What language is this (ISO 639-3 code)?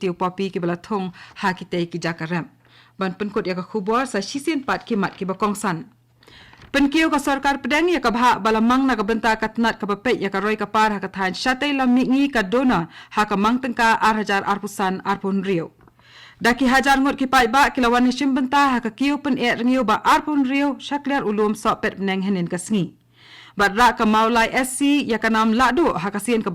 kha